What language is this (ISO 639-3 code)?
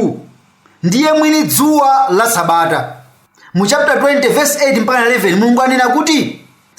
nya